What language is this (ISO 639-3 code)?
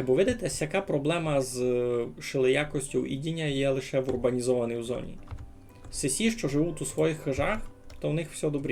rue